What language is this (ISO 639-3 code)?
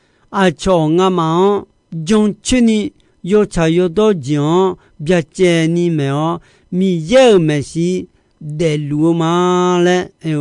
ahk